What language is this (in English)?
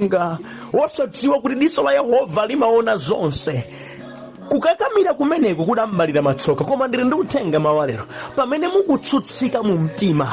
Nyanja